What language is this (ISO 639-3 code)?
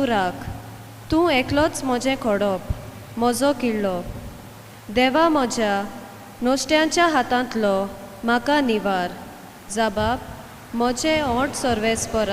kok